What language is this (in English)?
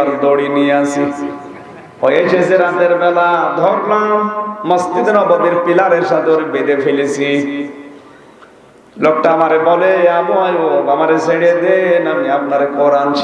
Bangla